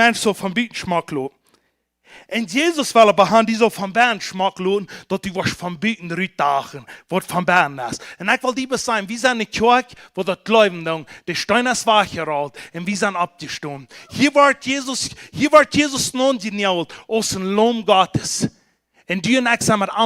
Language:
Plautdietsch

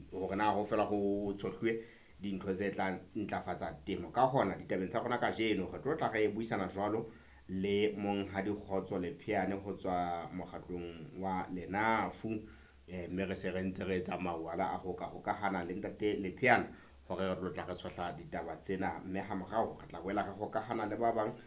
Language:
Southern Sotho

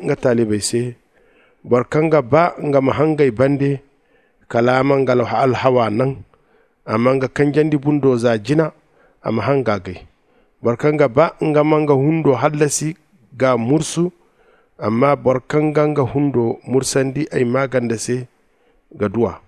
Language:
Zarma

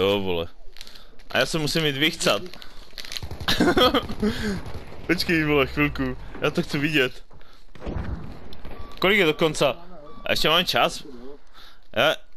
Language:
Czech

